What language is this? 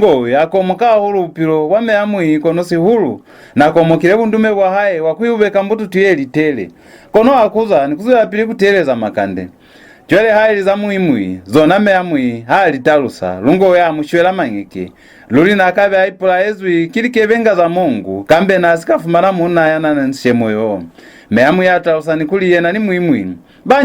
Lozi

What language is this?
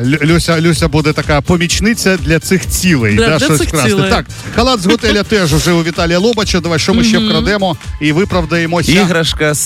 Ukrainian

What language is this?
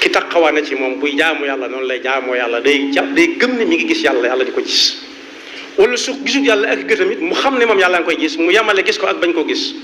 Wolof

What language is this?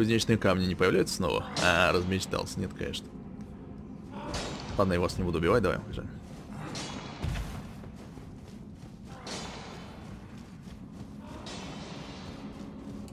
Russian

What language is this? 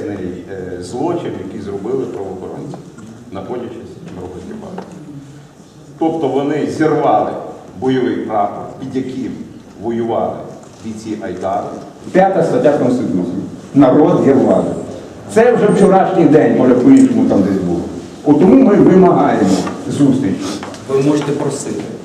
Ukrainian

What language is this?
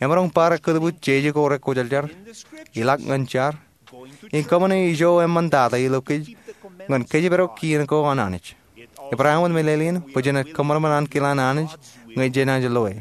Marshallese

